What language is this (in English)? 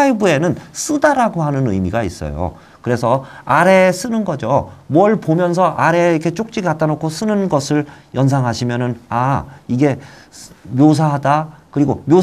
Korean